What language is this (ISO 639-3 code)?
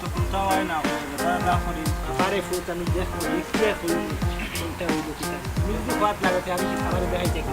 syl